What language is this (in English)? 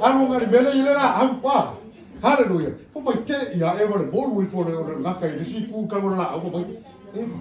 Samoan